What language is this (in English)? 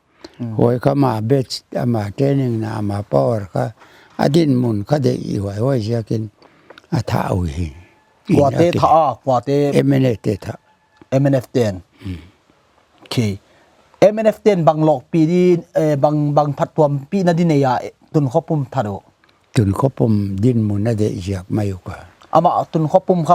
Paite Chin